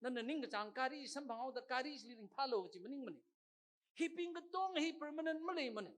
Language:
Tangkhul Naga (India)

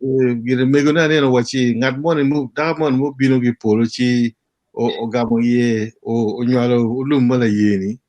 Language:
Acoli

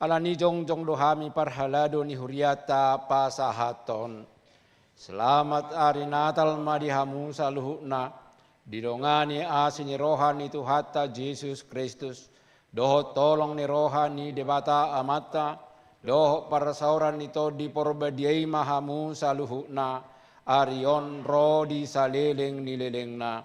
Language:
Batak Toba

